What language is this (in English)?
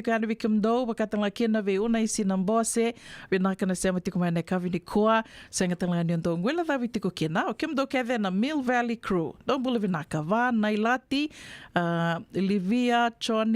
Fijian